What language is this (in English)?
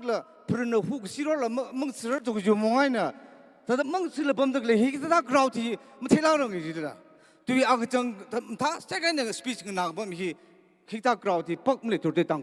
Tangkhul Naga (India)